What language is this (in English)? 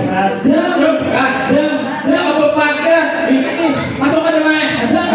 Banjar